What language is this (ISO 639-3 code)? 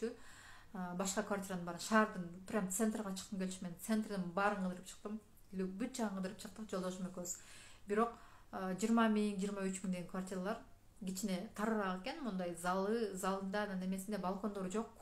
kir